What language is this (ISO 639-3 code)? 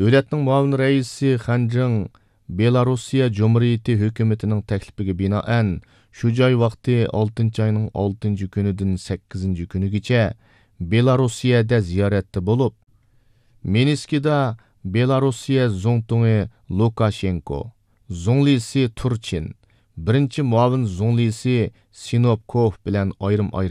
uig